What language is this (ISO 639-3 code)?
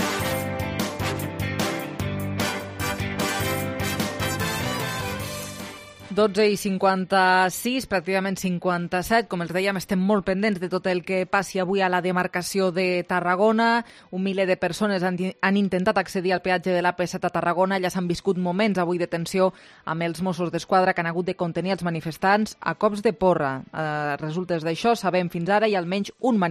cat